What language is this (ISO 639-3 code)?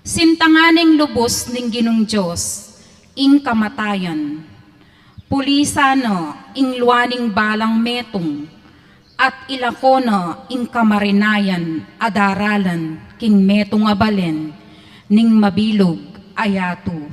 pam